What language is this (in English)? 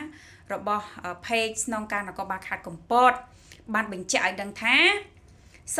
Khmer